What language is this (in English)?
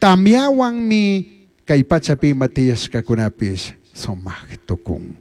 Chimborazo Highland Quichua